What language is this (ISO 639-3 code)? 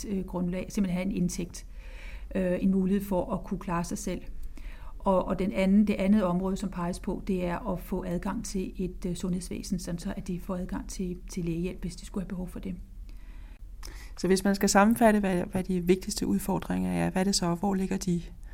dan